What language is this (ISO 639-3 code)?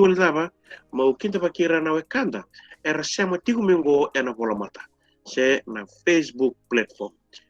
fij